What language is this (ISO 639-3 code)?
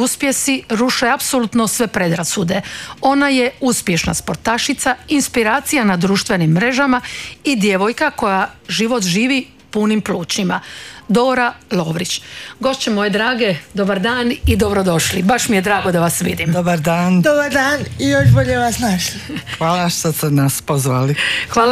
hrv